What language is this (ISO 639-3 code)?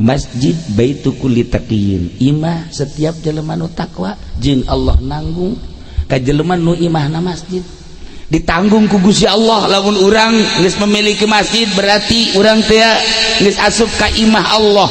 sun